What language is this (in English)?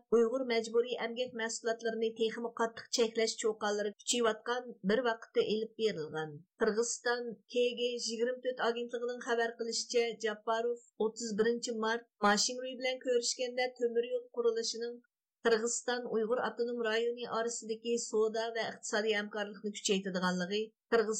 Uyghur